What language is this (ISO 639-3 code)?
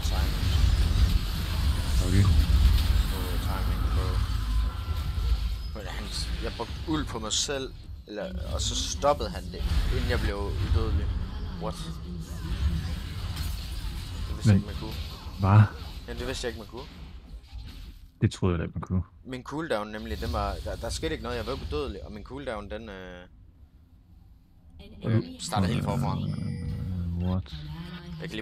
dan